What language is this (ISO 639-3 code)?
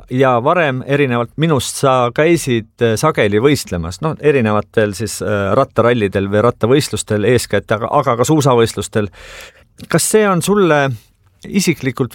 est